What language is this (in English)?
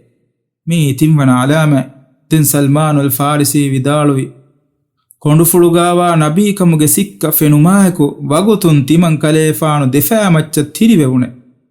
Divehi